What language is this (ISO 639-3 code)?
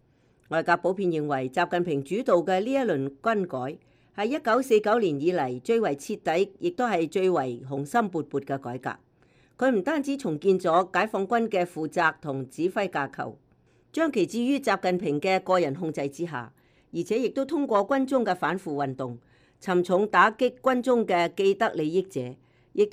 yue